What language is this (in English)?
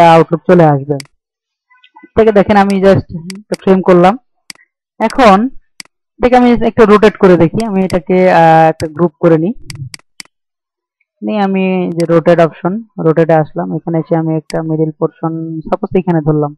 Bangla